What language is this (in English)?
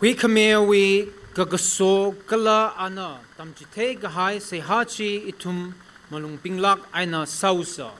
Tangkhul Naga (India)